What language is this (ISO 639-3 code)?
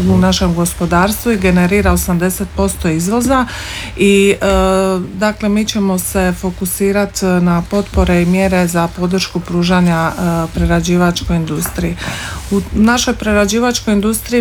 hrv